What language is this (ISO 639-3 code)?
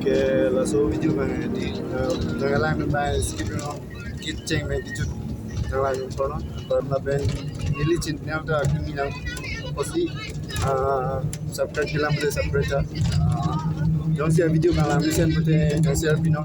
mjw